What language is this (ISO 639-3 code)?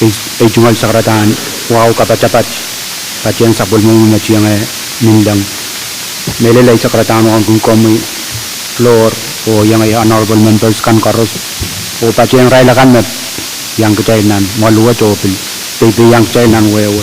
pon